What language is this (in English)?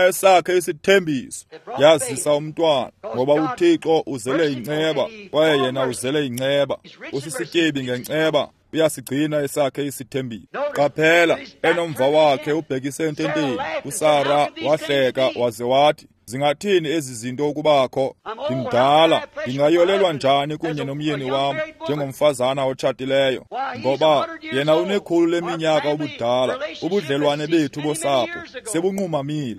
Xhosa